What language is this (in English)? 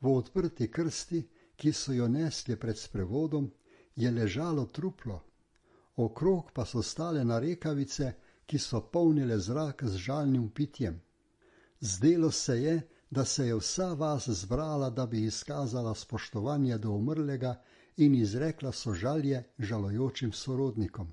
Slovenian